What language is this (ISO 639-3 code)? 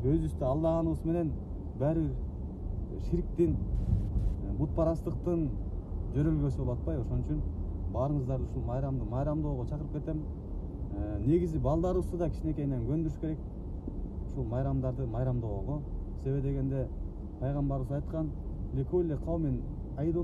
kir